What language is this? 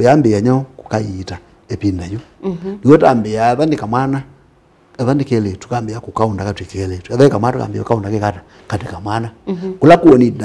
Kamba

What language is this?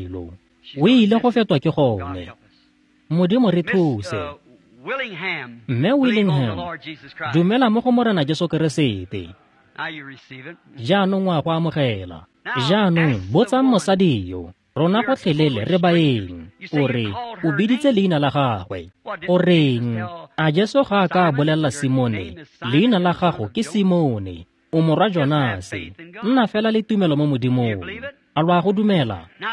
Tswana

